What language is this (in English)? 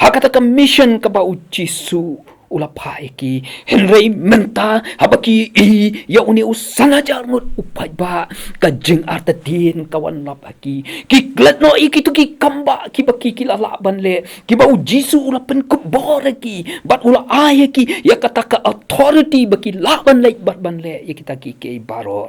Khasi